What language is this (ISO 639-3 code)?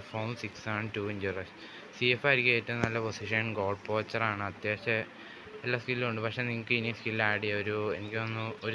mal